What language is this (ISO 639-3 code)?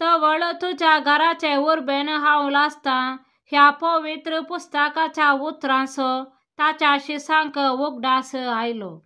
kok